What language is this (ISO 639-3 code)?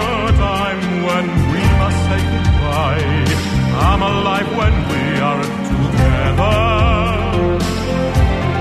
ces